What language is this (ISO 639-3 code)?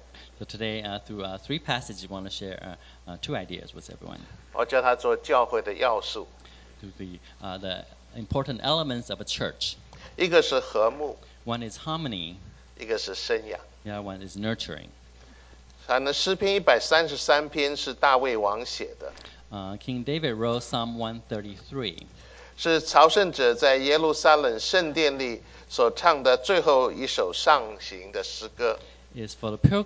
zho